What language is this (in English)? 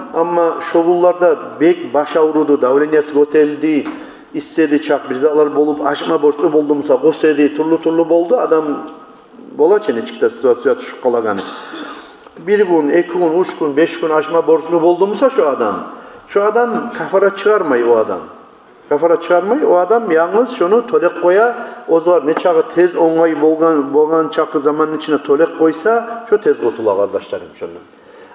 Kumyk